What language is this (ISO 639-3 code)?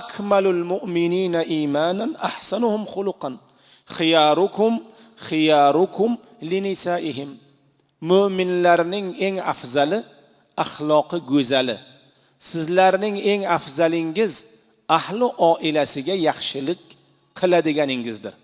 uzb